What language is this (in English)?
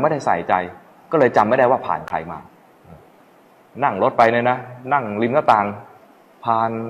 Thai